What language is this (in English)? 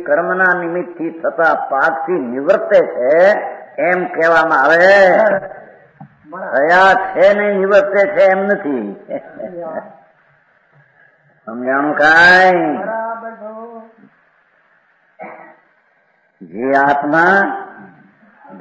Gujarati